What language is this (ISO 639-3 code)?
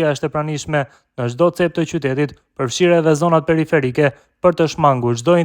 sqi